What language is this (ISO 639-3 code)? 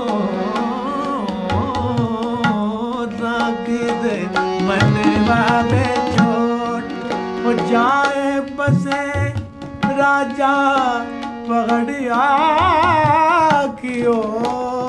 pan